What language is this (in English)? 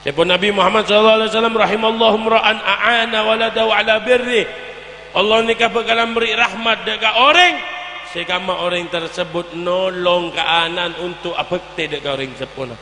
Madurese